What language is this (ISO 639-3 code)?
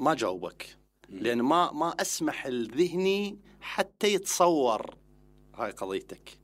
acm